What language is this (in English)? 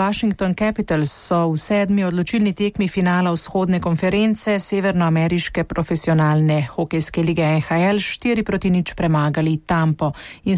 Slovenian